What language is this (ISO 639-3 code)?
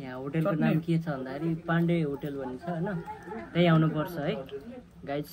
nep